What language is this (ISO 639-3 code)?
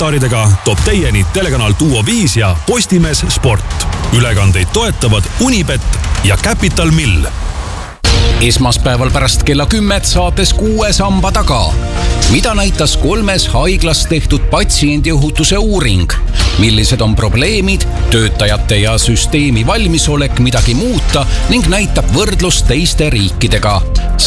est